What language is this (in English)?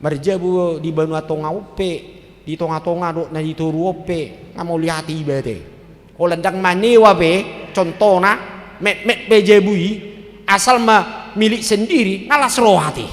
Batak Toba